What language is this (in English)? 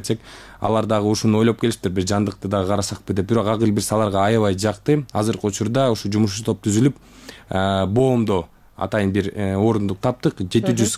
Kyrgyz